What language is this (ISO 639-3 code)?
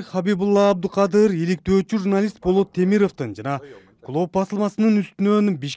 kir